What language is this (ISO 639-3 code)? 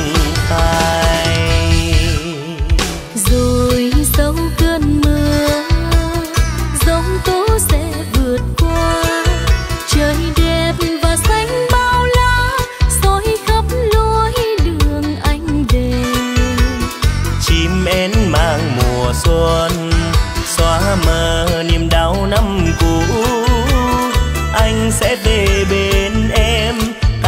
vie